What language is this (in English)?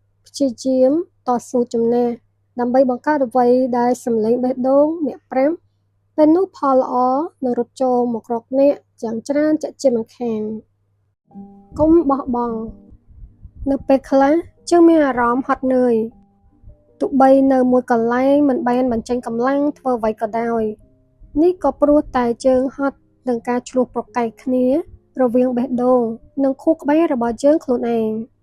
Khmer